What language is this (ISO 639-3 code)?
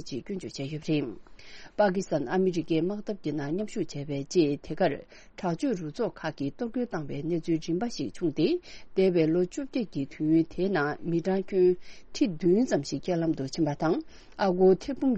bod